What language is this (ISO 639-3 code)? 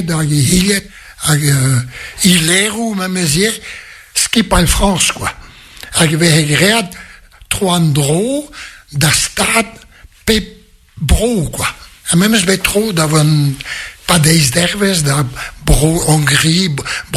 bre